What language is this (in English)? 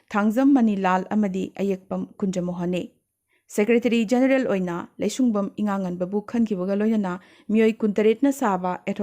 Manipuri